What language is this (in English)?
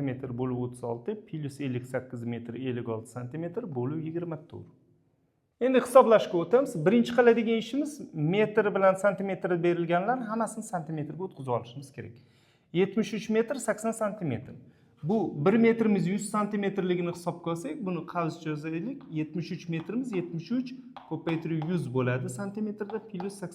Uzbek